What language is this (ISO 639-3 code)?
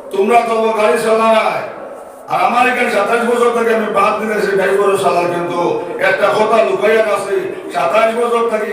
syl